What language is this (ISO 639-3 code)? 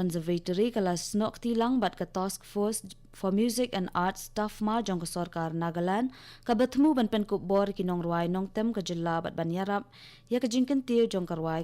kha